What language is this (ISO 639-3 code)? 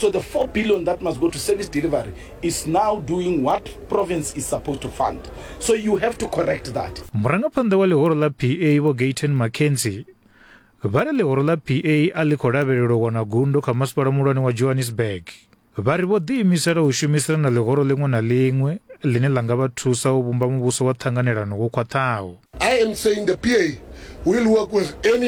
ven